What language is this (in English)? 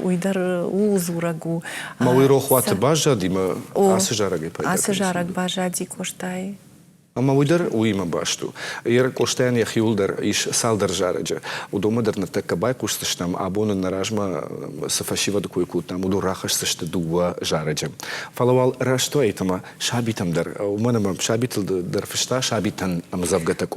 Ossetic